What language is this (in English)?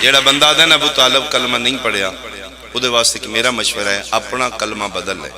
Pahari-Potwari